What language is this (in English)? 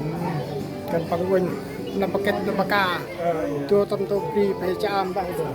Central Mnong